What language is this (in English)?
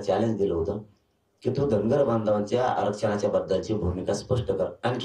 Marathi